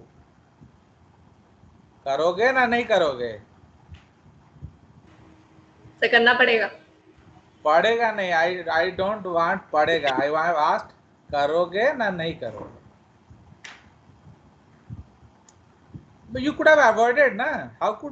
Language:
Hindi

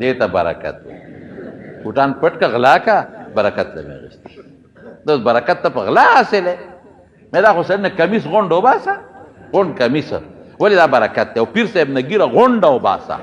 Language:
Pashto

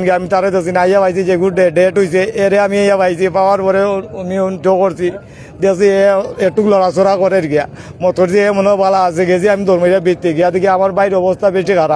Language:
Sylheti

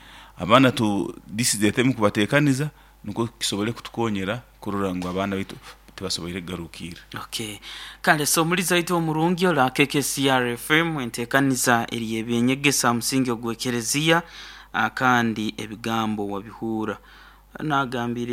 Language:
Nyoro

